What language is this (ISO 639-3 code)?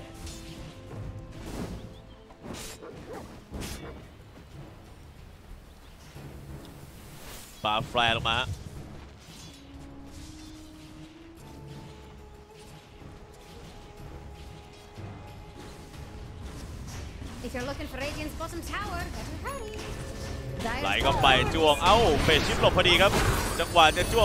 tha